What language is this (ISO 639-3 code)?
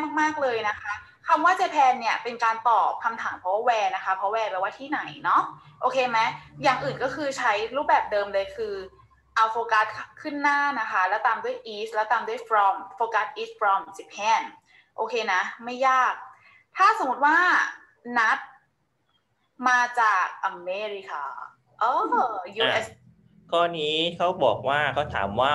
tha